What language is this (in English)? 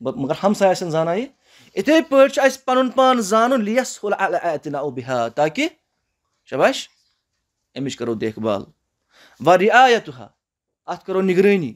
Kashmiri